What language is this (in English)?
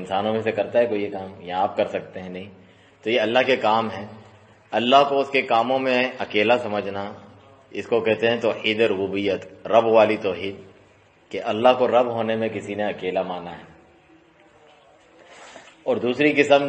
Urdu